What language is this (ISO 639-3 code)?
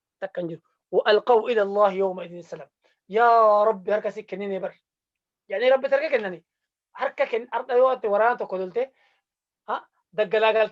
orm